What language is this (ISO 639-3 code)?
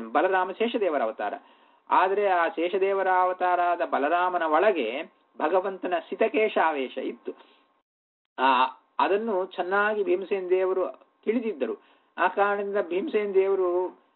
kan